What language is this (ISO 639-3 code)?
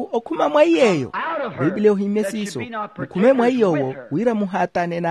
vmw